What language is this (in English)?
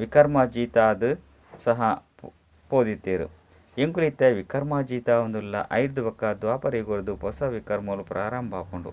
Tulu